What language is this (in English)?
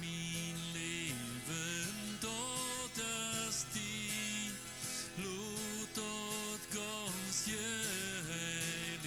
Plautdietsch